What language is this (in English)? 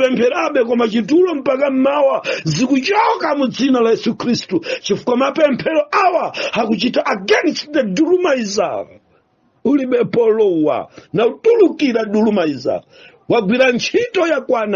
Nyanja